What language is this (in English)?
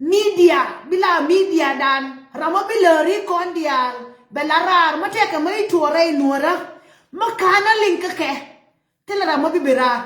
Nuer